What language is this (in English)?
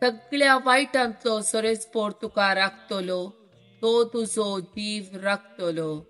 Konkani